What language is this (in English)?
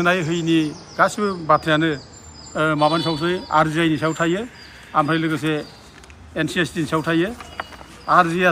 Bodo